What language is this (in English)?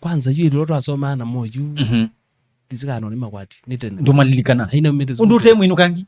Kamba